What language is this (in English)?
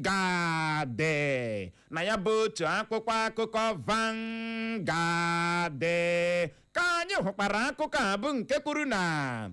Igbo